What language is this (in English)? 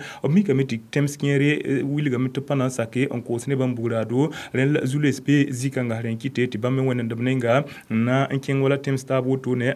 Mossi